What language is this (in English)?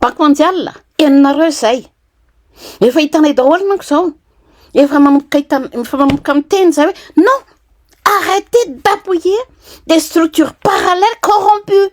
Malagasy